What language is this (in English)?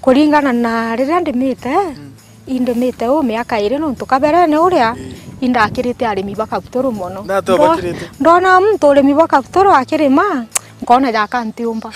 Meru